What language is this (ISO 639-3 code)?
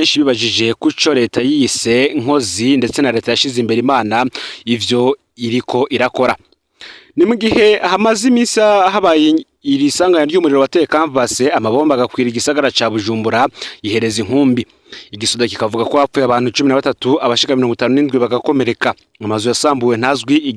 run